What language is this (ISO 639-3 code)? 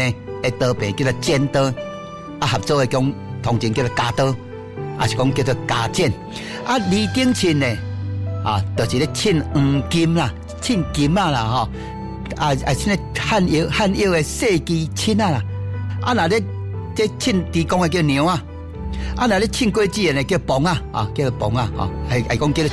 nan